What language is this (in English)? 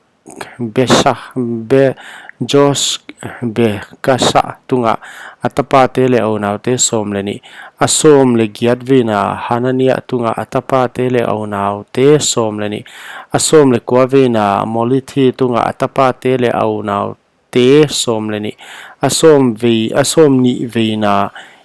Paite Chin